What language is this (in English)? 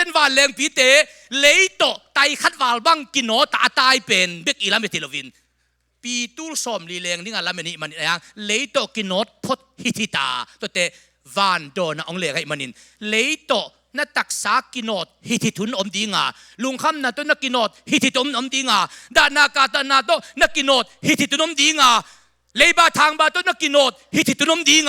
Tedim Chin